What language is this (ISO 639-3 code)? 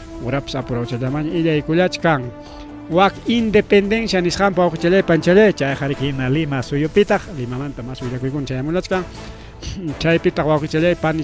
quy